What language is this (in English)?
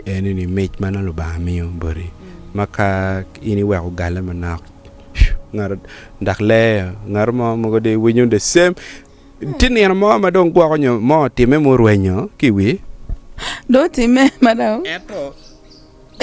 Acoli